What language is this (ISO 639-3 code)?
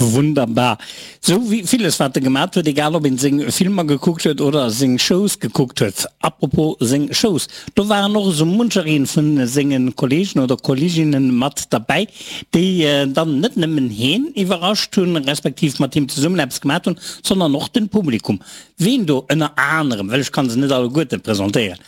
ltz